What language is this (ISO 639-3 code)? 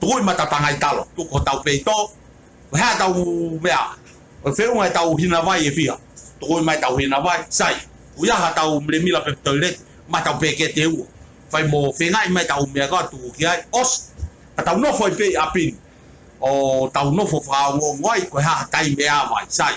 ton